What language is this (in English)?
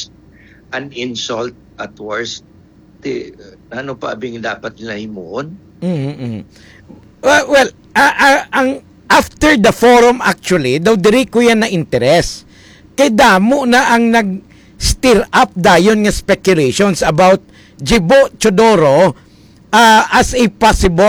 Hiligaynon